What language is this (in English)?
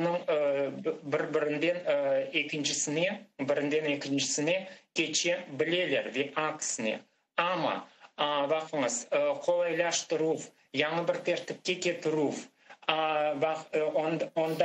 Crimean Tatar